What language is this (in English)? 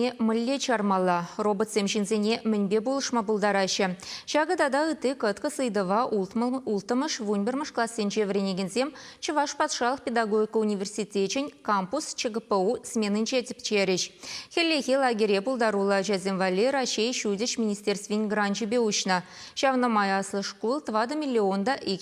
Chuvash